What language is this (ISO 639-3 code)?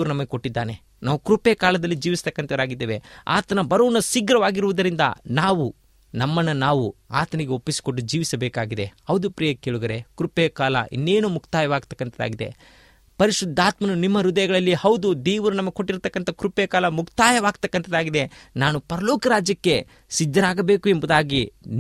kan